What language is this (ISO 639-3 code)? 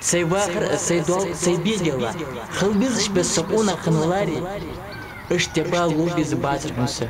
inh